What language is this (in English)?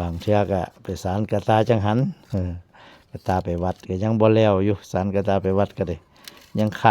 Northeastern Thai